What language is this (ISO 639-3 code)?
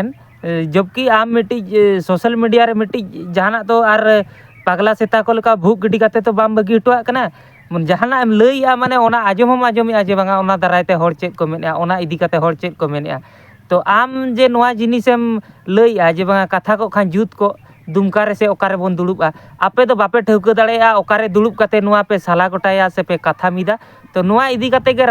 sat